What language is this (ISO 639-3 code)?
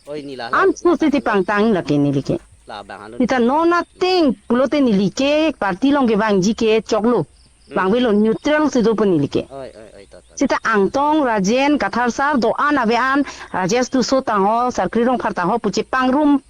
mjw